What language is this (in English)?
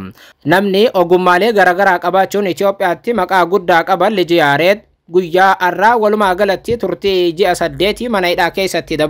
Oromo